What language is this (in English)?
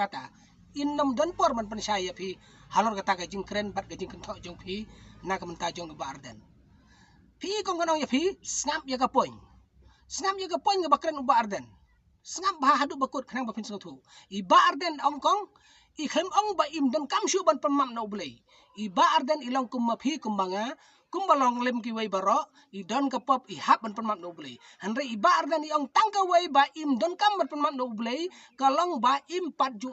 Khasi